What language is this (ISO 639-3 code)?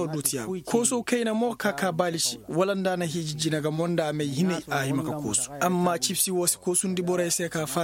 ses